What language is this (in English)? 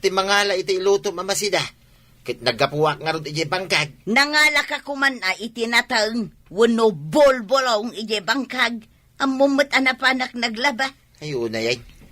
Iloko